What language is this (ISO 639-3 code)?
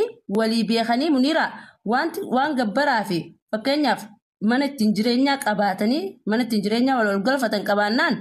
orm